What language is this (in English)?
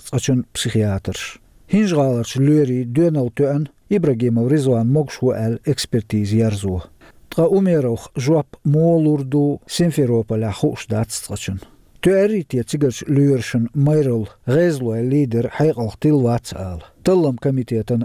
Chechen